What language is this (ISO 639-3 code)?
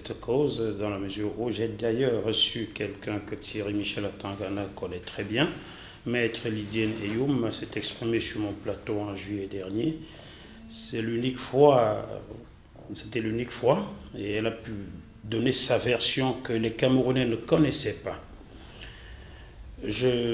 fra